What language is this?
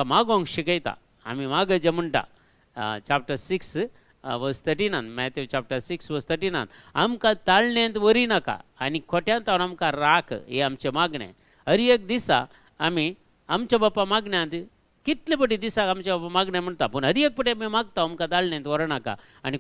Konkani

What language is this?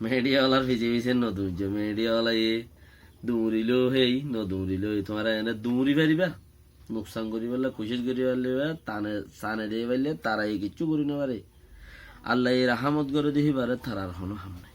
Rohingya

